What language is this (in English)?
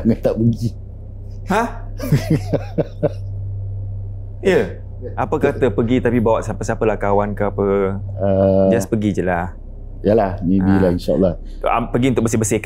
Malay